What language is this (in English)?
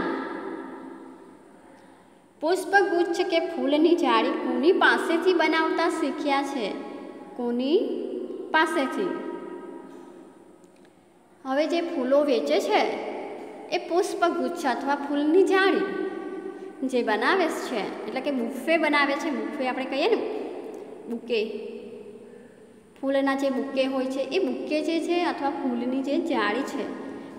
Gujarati